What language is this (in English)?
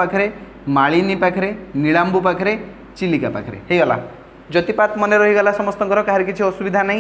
Odia